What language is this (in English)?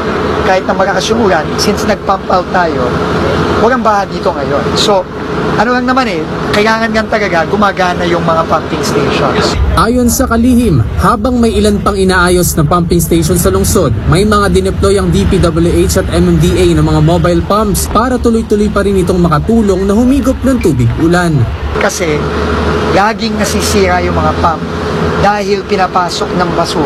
Filipino